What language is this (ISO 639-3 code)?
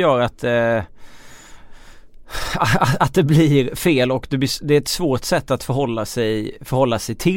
swe